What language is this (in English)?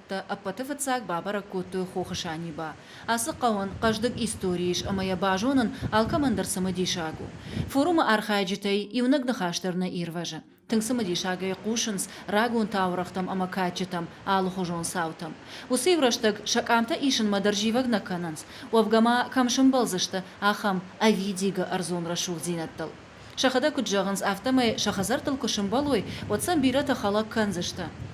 Ossetic